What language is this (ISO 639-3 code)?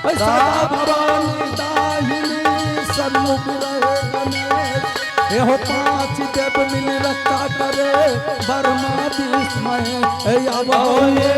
anp